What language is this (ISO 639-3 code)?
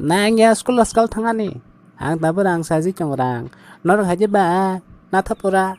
trp